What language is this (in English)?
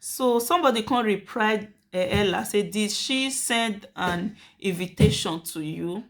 Nigerian Pidgin